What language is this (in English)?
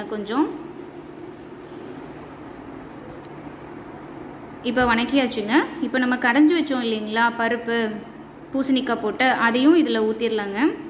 Tamil